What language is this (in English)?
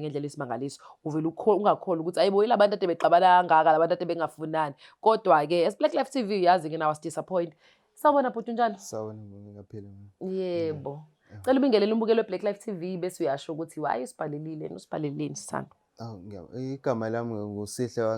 Zulu